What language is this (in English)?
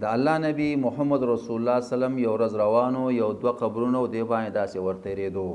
Pashto